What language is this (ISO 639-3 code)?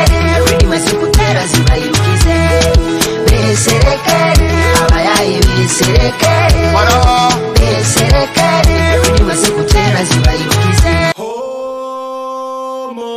nyo